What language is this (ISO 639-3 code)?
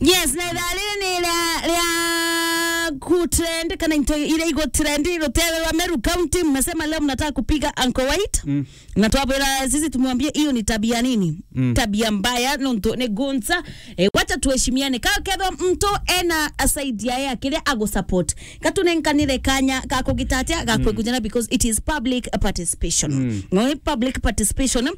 mer